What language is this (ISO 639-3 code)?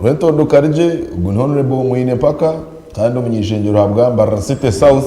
nyn